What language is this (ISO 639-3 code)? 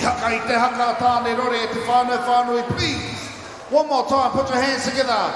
mri